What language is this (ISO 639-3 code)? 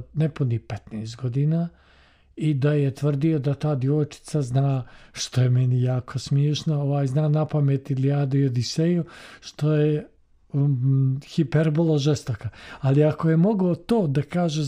srp